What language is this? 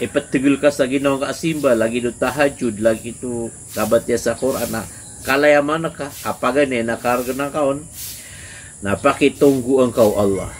Maranao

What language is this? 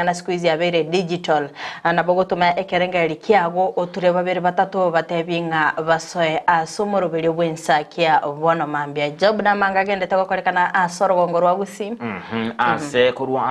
Gusii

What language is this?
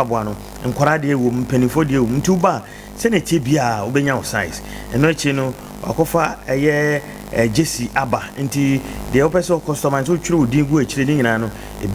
Akan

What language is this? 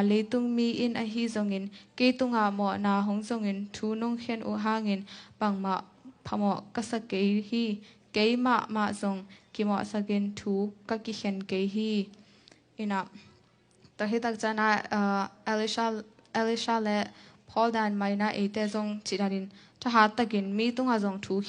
Tedim Chin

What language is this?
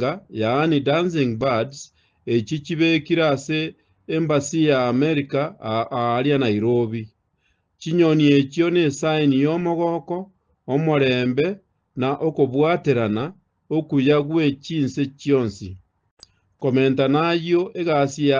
Gusii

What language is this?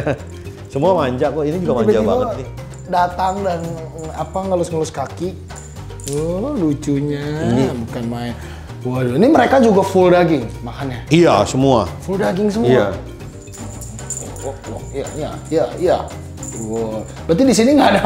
Indonesian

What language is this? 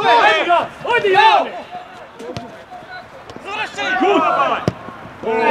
Croatian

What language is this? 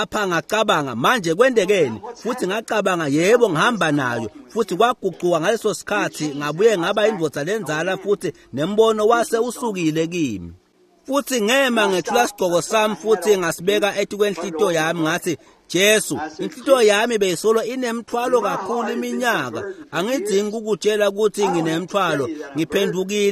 Swati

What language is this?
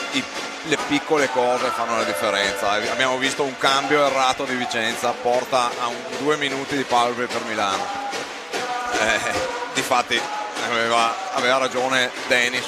Italian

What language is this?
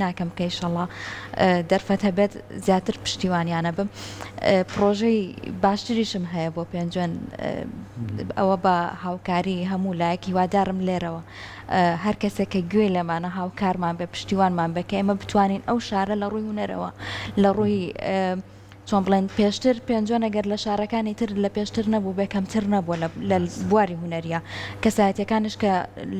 Central Kurdish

